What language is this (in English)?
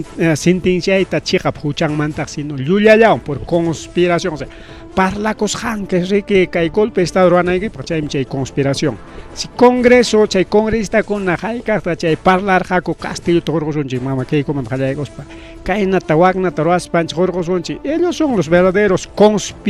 Ayacucho Quechua